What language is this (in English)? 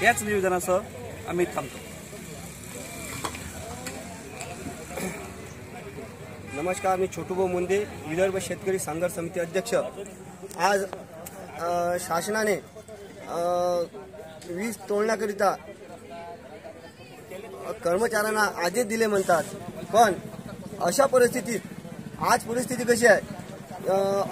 Marathi